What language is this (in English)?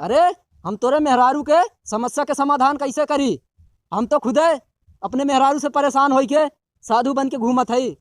Bhojpuri